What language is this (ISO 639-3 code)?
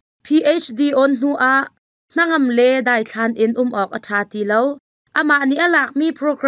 cnh